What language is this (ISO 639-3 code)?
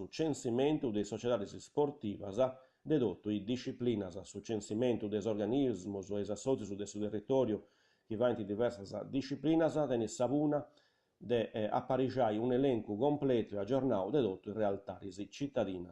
srd